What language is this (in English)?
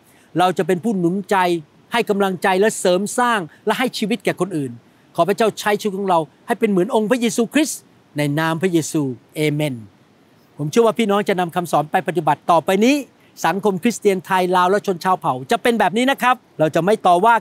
Thai